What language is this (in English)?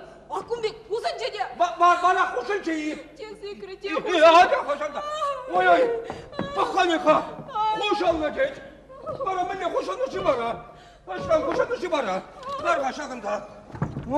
Chuvash